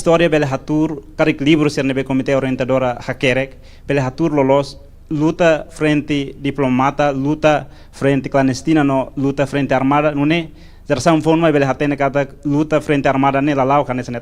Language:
Tetum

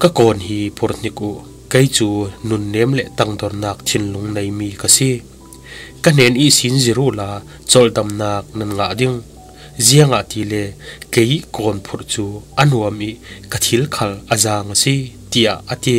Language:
Falam Chin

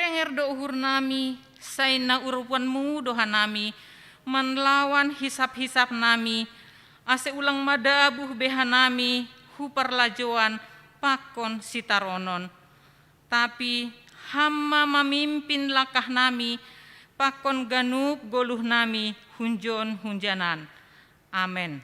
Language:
Batak Simalungun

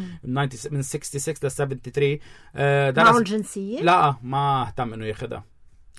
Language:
North Levantine Arabic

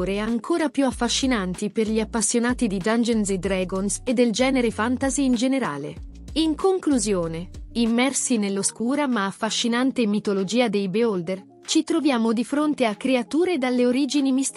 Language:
Italian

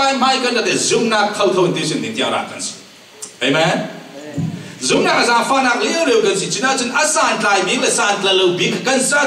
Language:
Falam Chin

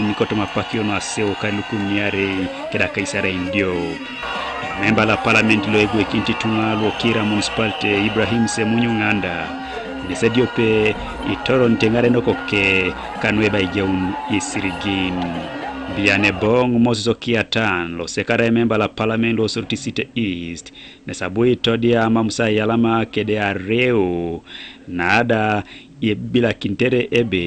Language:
Teso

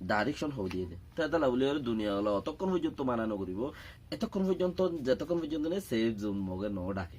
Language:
Rohingya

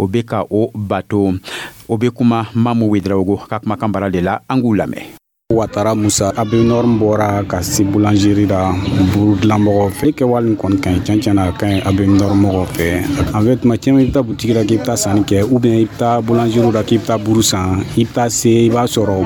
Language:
Dyula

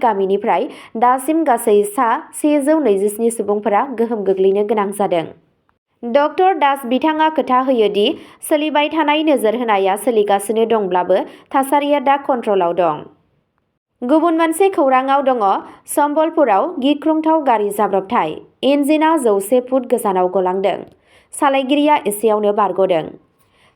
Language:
Bodo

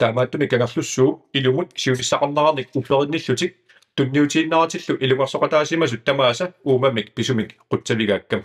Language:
Kalaallisut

